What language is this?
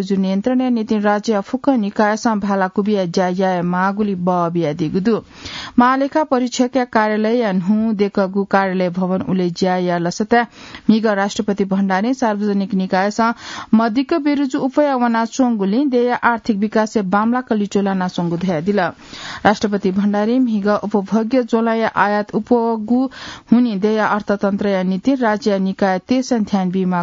Newari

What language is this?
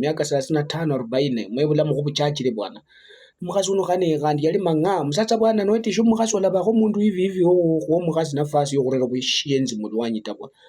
Luyia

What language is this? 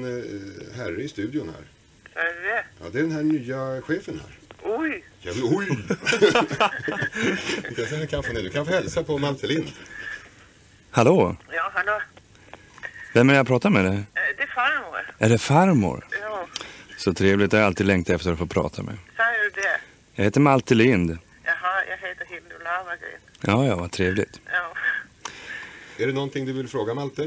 Swedish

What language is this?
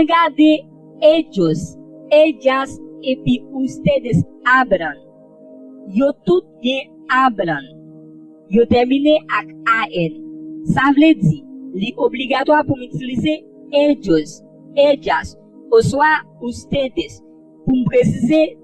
Haitian Creole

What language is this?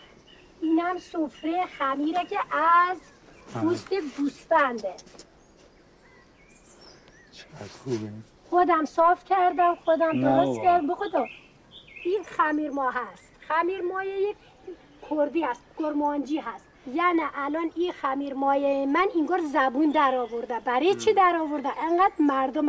Persian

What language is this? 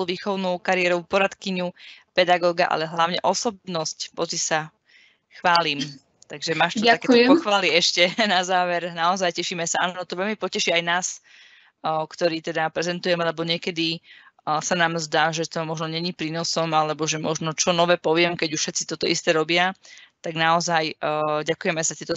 Slovak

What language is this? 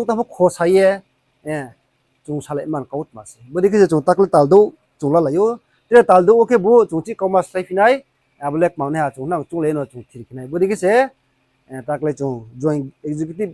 Riang (India)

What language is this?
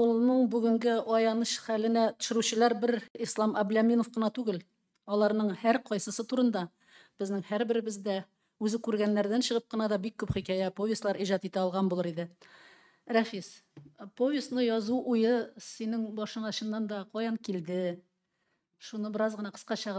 Tatar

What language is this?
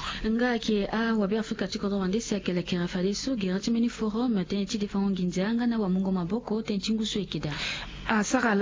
Sango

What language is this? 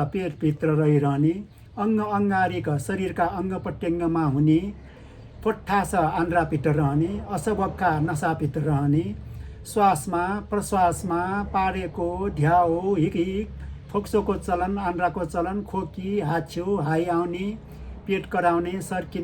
Nepali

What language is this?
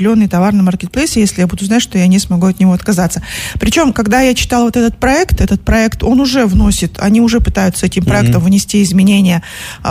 Russian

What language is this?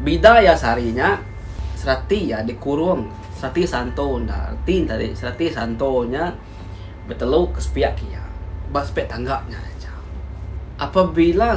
Iban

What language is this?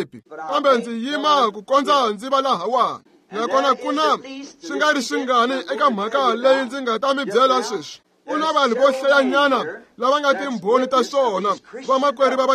Tsonga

